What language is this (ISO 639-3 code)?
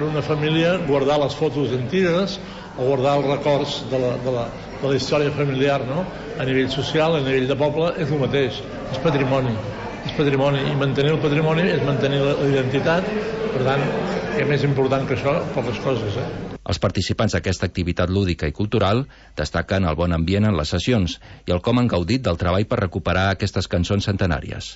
cat